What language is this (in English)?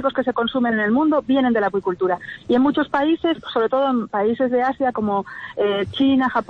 Spanish